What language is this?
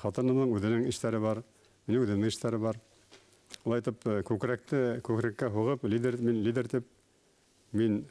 Bashkir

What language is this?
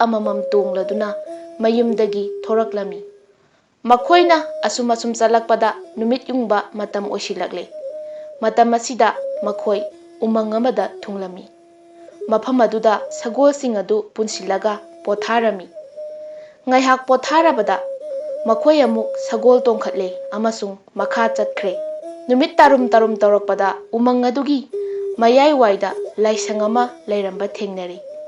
Manipuri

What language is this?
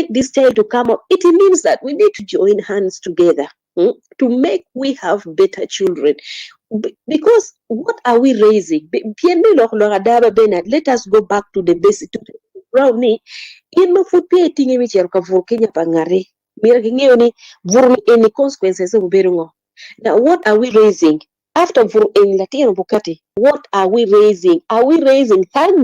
Acoli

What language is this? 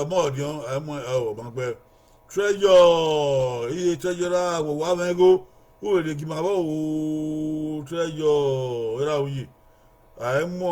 Bini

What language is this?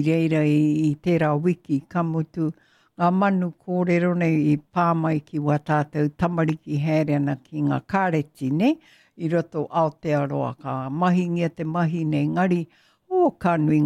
Māori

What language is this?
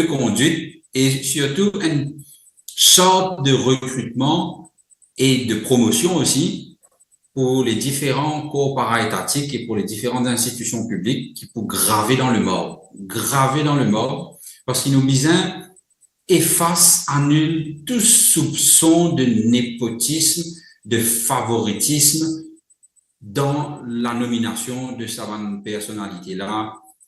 Morisyen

